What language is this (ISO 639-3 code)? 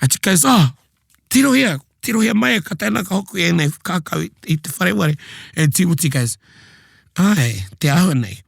mri